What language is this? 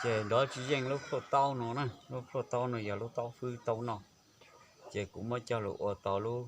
Hmong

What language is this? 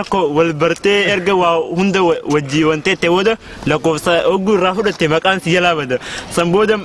Oromo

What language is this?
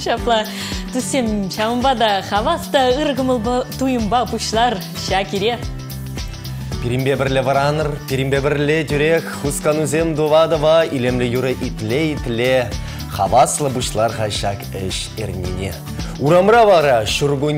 Chuvash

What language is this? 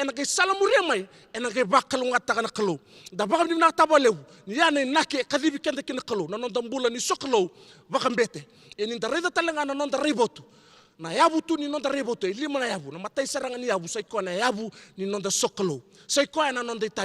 Fijian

